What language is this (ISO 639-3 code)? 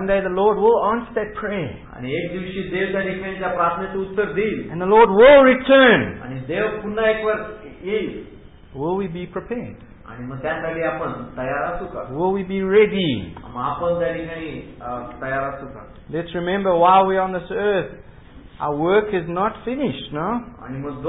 mar